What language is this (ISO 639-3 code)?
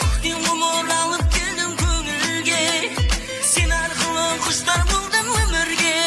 kaa